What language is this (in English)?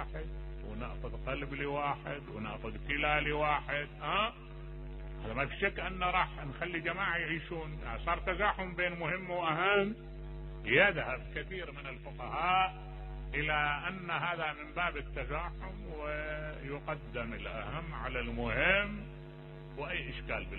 Mesopotamian Arabic